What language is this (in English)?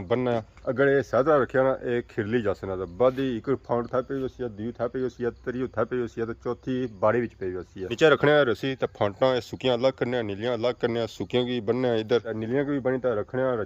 Pahari-Potwari